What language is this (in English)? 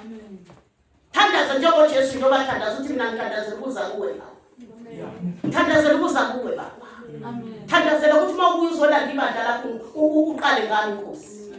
Zulu